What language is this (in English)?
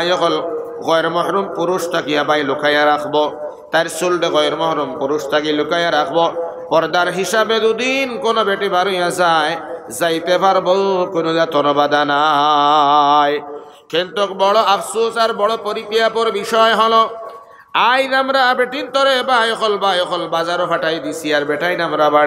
Sylheti